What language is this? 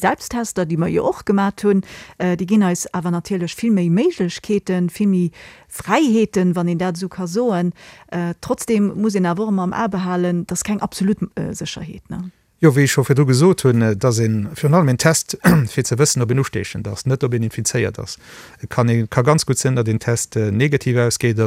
Luxembourgish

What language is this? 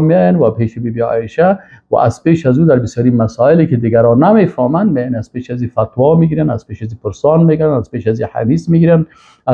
Persian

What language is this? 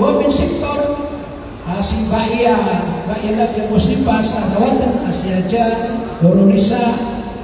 Maranao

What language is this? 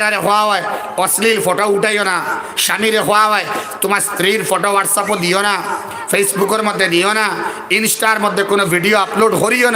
Sylheti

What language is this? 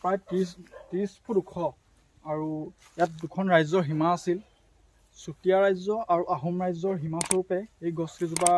Assamese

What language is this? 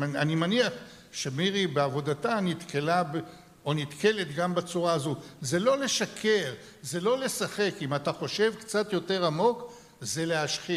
Hebrew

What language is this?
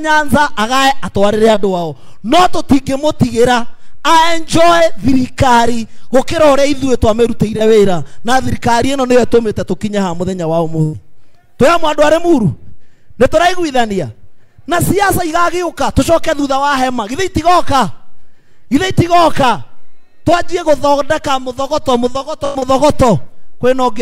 Kikuyu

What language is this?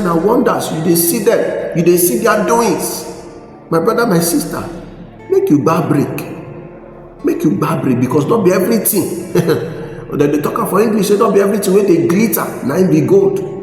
Nigerian Pidgin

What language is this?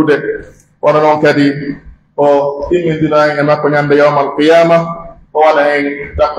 Pular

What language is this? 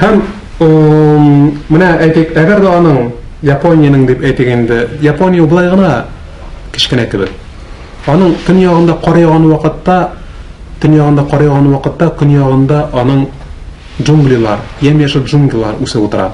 Tatar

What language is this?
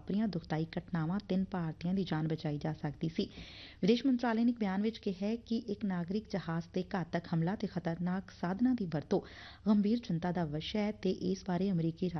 Punjabi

